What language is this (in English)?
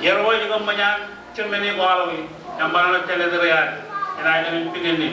Marshallese